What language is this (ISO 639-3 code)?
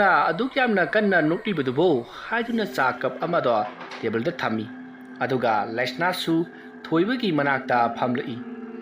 mni